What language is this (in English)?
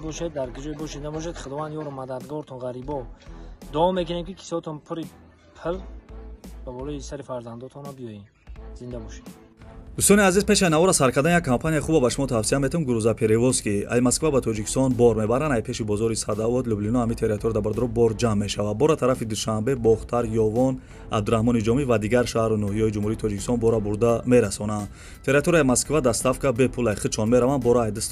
Tajik